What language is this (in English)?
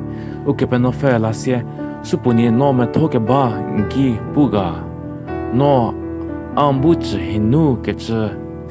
Angami Naga